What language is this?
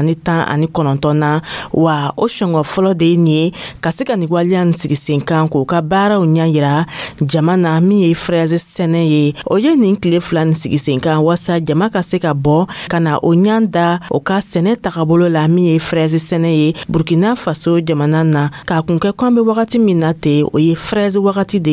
Dyula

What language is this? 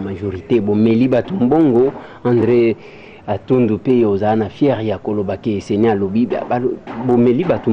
Lingala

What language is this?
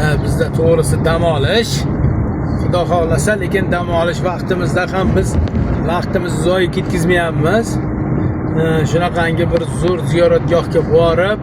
Uzbek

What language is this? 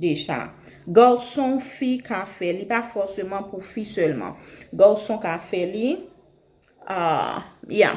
Haitian Creole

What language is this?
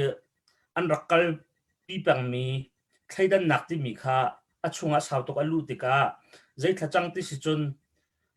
Hakha Chin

